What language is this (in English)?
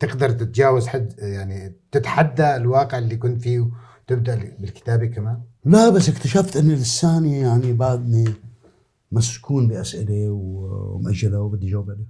North Levantine Arabic